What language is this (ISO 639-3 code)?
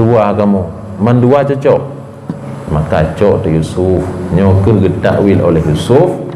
ace